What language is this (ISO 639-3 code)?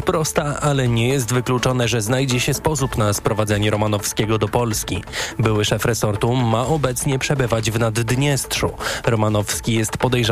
pol